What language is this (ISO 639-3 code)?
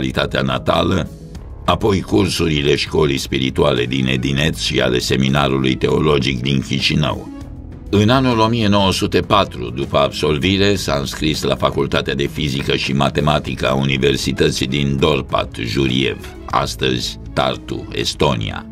ron